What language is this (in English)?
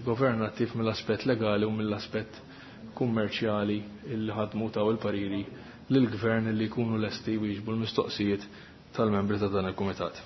Maltese